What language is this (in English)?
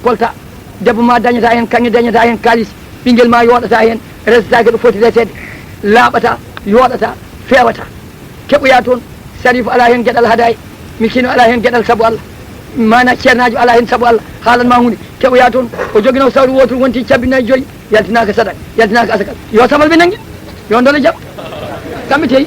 Fula